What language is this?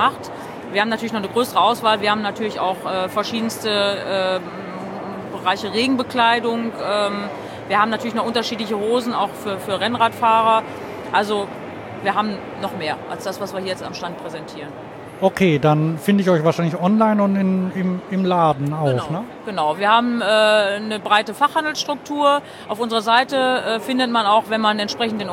German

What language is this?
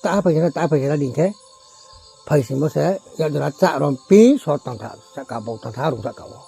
Riang (India)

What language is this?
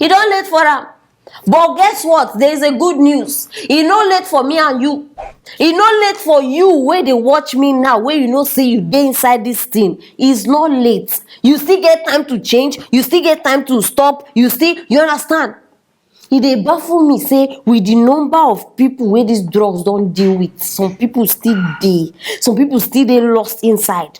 Nigerian Pidgin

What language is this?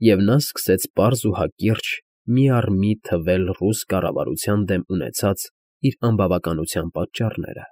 Armenian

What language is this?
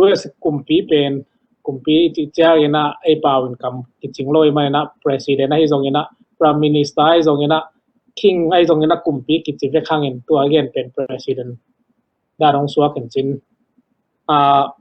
Tedim Chin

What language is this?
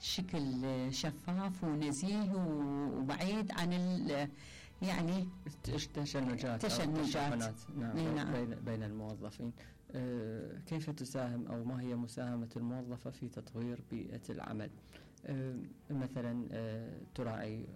Mesopotamian Arabic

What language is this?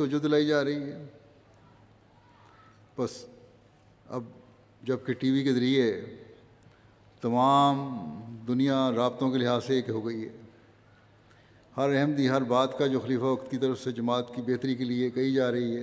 Urdu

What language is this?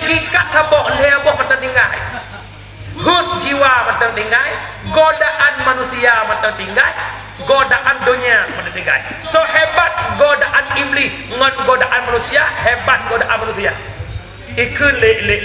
Achinese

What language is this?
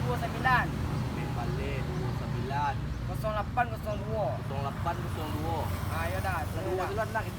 Minangkabau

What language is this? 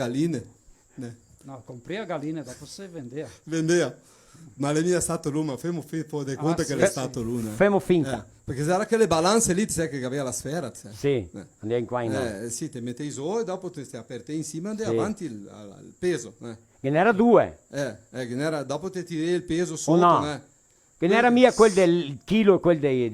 Venetian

